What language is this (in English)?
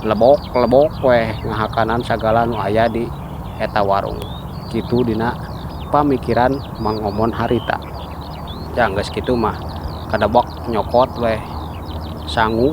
Sundanese